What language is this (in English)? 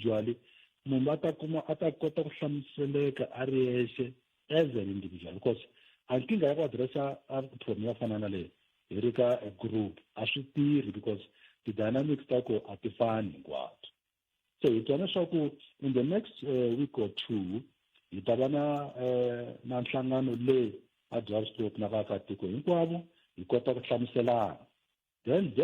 Tsonga